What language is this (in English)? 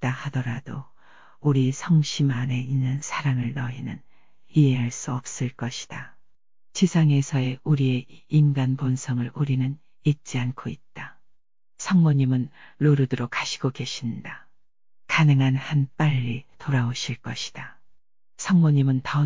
Korean